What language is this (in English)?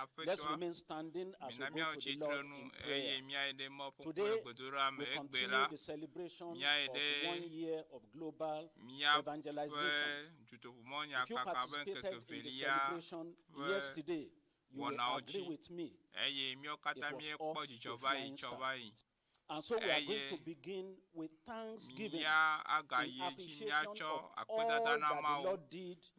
Ewe